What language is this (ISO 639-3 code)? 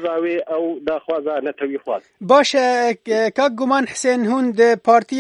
kur